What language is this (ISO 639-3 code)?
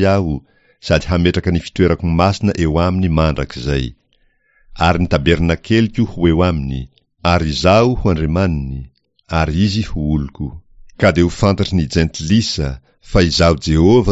mlg